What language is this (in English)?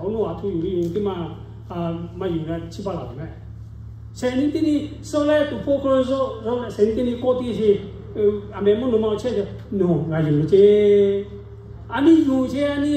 Lahu